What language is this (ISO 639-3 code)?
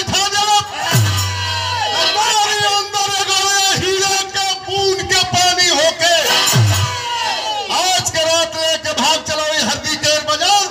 bho